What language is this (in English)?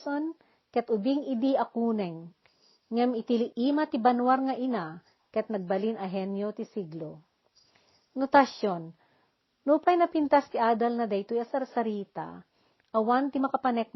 Iloko